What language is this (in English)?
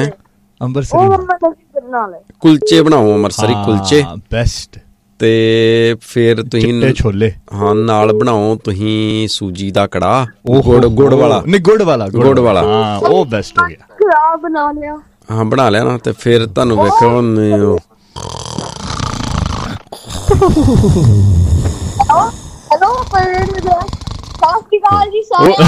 Punjabi